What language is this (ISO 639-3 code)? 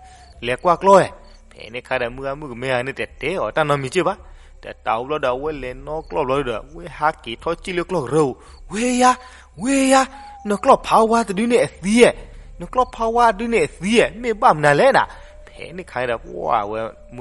ksw